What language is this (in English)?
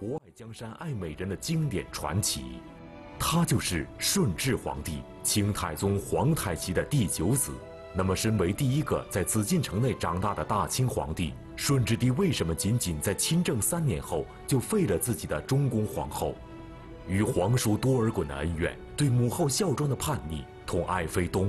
Chinese